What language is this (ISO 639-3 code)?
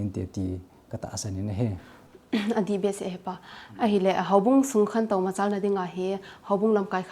tcz